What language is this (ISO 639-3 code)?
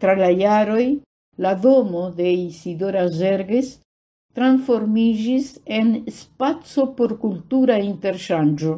epo